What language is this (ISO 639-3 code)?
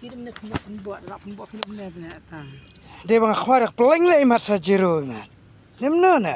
kha